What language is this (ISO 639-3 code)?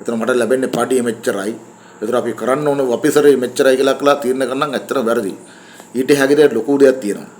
sin